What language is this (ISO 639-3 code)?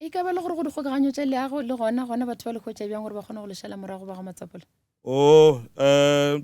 nso